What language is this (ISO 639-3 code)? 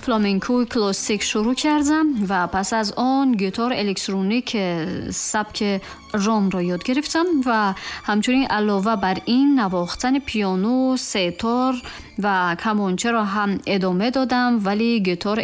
tgk